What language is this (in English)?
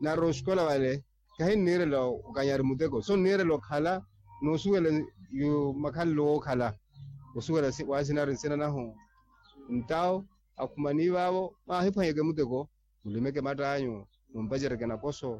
Makhuwa